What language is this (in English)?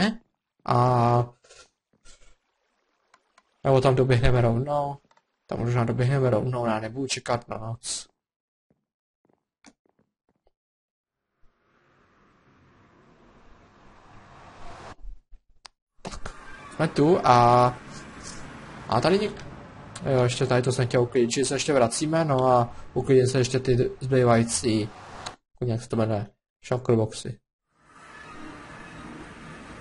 Czech